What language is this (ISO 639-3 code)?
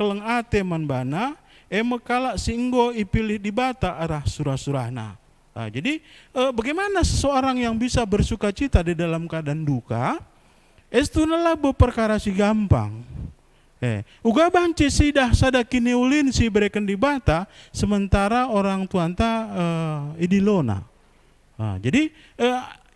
btx